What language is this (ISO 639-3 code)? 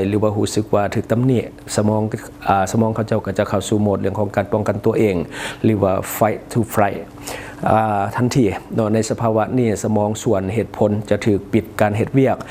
lao